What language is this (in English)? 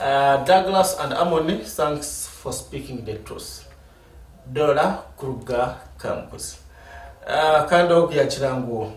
Nyankole